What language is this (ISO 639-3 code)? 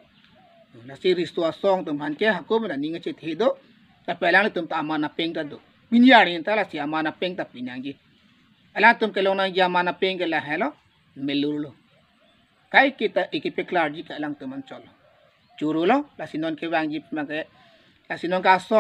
mjw